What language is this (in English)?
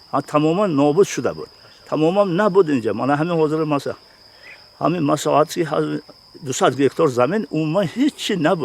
Tajik